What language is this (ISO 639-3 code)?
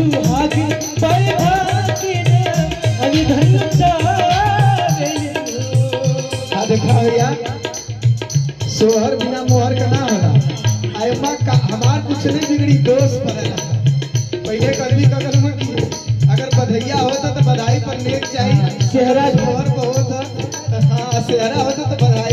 bho